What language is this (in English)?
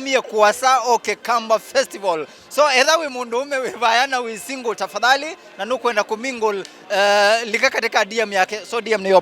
Kamba